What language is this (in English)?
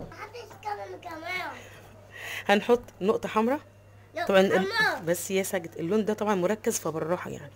Egyptian Arabic